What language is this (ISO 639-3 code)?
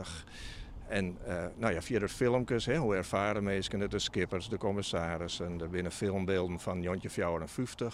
fry